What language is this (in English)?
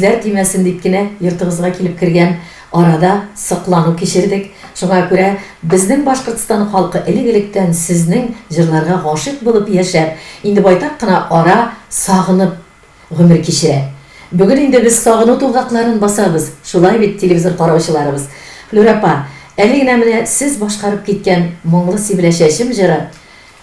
Tatar